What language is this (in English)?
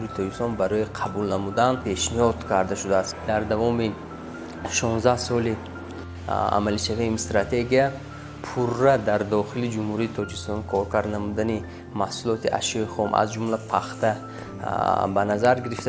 Tajik